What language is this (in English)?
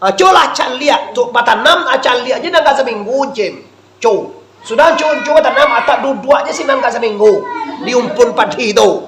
Minangkabau